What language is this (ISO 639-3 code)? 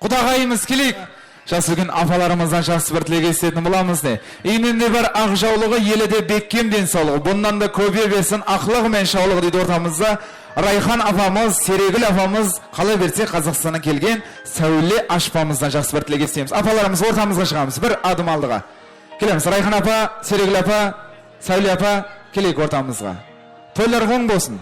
kaa